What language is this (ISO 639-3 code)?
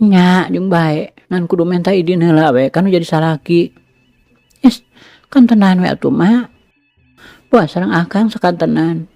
sun